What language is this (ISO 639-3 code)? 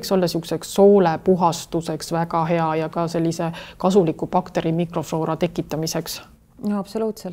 est